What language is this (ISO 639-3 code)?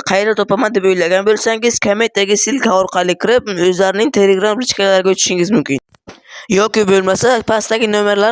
uzb